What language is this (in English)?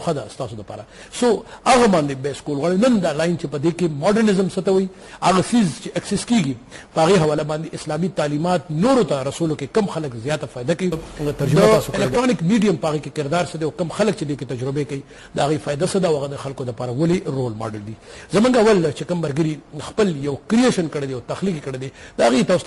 Pashto